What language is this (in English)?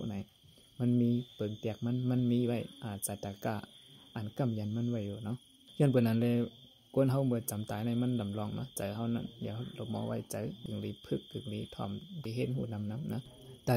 Shan